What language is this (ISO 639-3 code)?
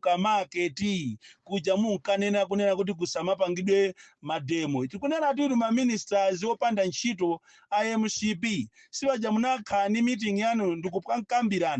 nya